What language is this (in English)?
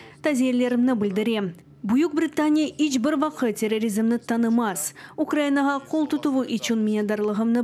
Crimean Tatar